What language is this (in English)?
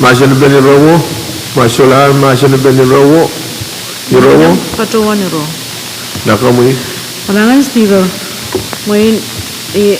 Pohnpeian